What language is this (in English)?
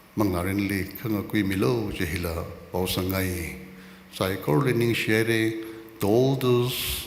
Tangkhul Naga (India)